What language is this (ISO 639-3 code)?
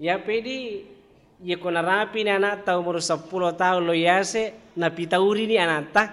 bug